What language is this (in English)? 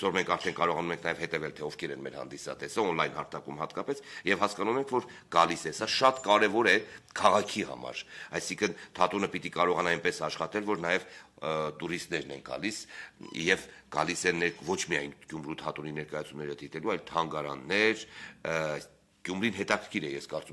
Armenian